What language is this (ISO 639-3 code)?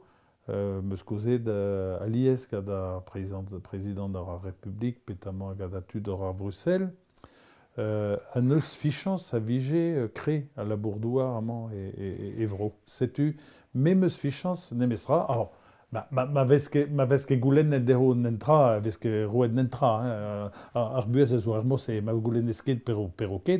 bre